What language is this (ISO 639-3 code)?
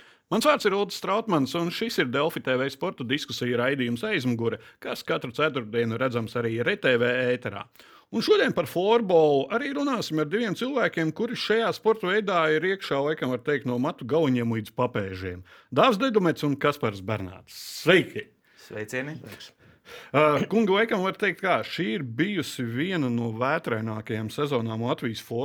lav